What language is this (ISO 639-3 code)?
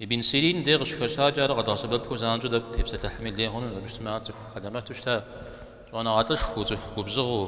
kbd